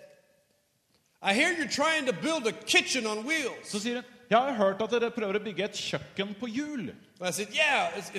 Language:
Norwegian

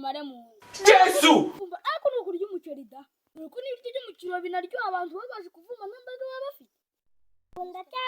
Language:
Kinyarwanda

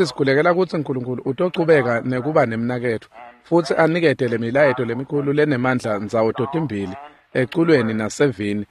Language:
Swati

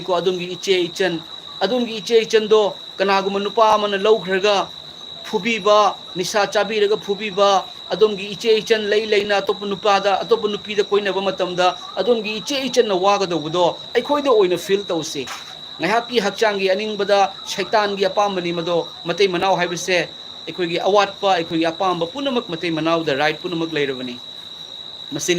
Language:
Manipuri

